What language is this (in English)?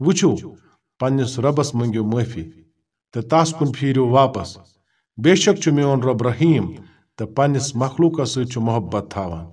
Kashmiri